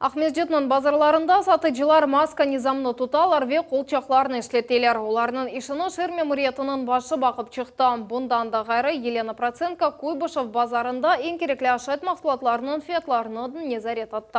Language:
Crimean Tatar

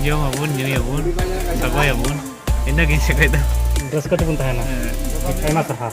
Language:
Santali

